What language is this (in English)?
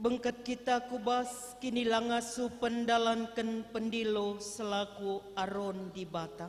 Batak Karo